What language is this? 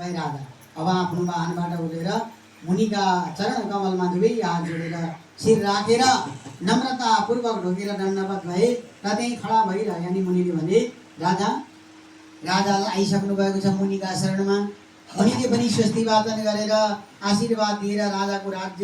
Nepali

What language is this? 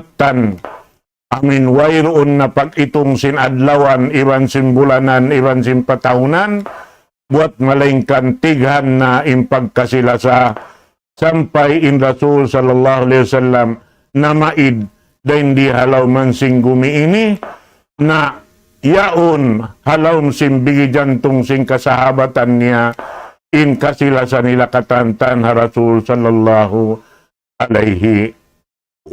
Tausug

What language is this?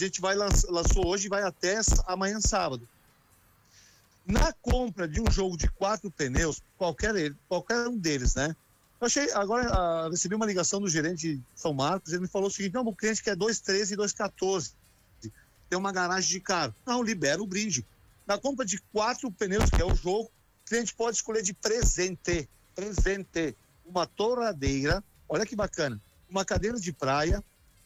Portuguese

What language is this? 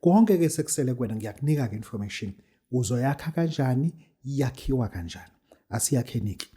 Zulu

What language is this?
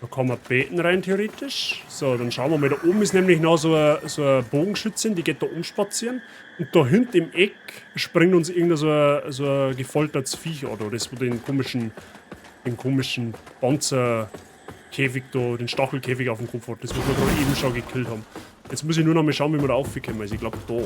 Bavarian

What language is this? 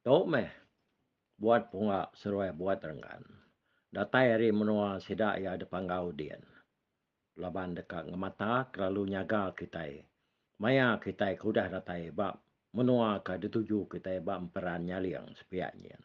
Iban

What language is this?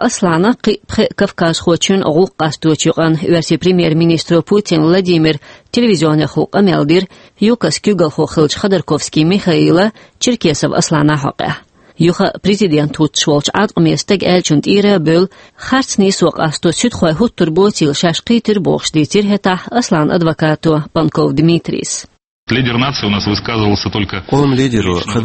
Chechen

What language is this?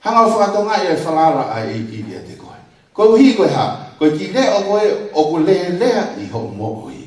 Tongan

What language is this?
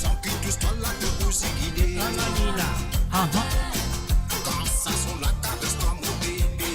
Morisyen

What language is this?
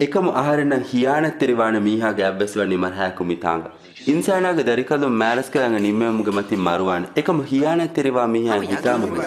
Divehi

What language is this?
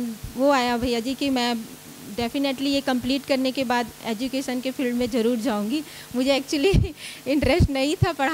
Hindi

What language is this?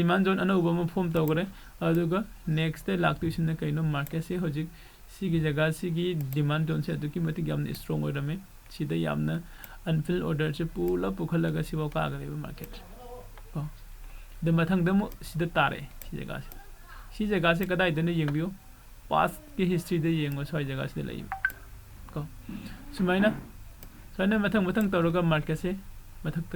Manipuri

